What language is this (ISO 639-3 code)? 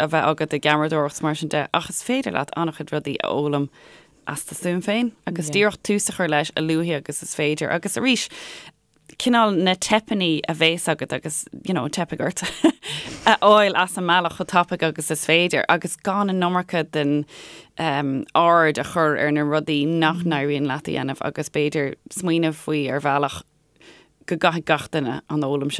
gle